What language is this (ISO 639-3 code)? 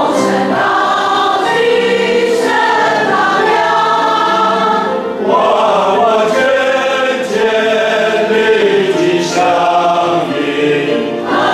zho